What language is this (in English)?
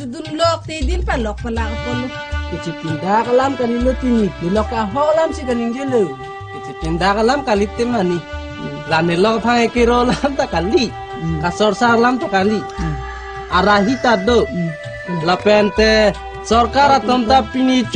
Karbi